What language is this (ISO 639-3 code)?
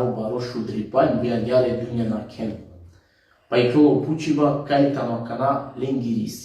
rmn